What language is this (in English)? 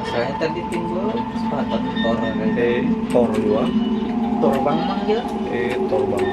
Banjar